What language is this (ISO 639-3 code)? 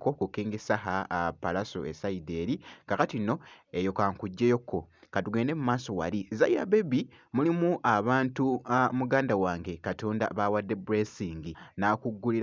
lug